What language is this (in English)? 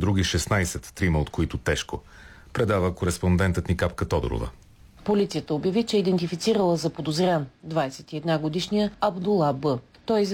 Bulgarian